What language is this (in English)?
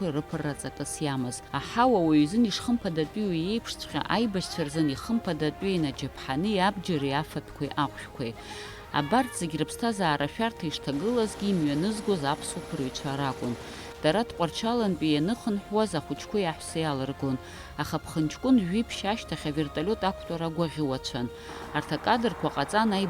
Abkhazian